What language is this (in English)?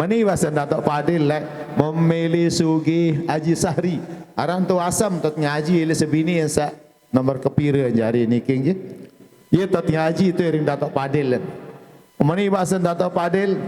Sasak